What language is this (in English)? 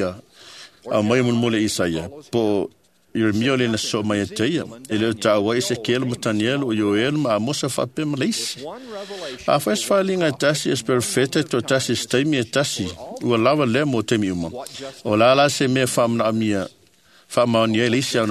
Samoan